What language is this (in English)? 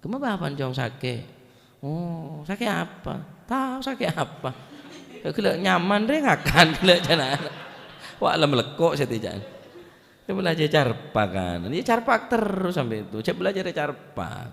Madurese